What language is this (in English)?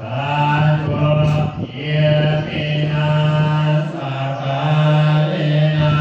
Pali